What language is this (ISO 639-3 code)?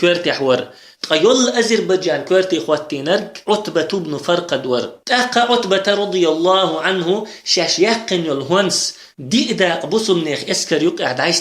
che